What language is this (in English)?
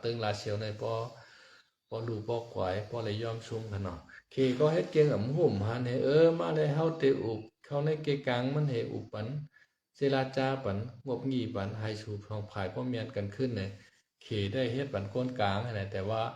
Shan